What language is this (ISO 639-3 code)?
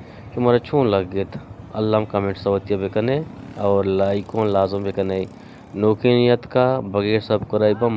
bgp